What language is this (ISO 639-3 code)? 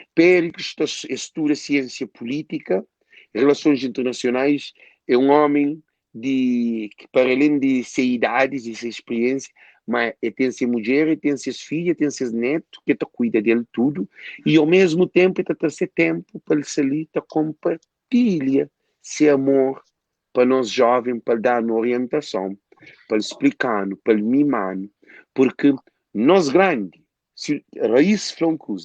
kea